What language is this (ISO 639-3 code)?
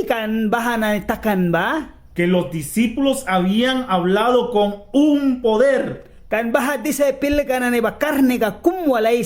miq